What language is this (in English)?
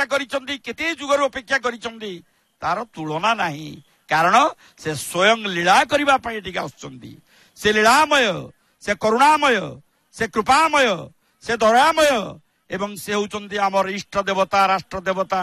Odia